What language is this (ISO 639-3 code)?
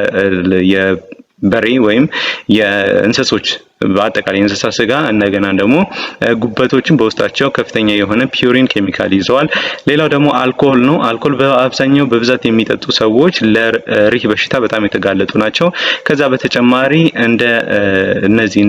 amh